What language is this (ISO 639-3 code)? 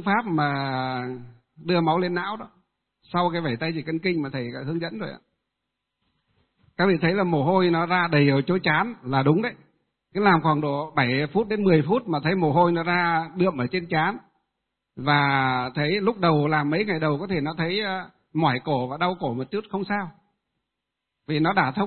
vie